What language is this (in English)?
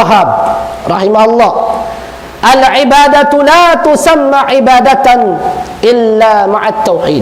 Tausug